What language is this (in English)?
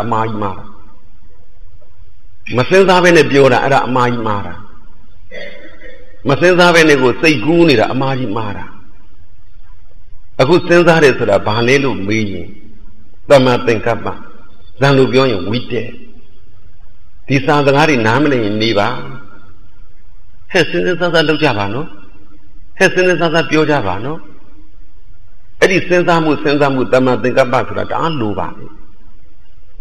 Burmese